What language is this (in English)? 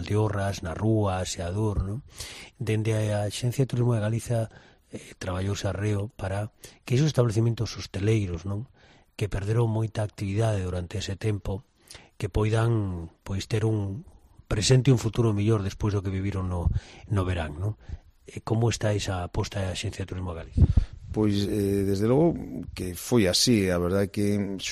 Galician